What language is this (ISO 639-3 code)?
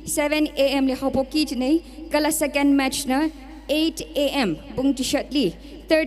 nmf